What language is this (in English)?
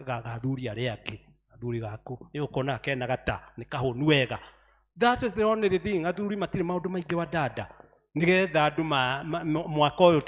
Kikuyu